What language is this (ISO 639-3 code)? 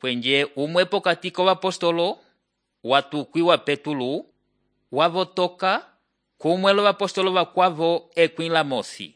umb